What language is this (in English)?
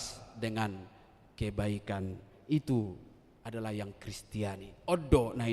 Batak Toba